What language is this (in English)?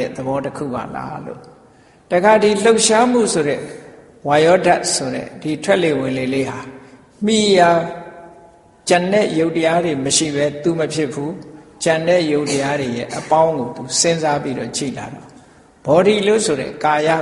Burmese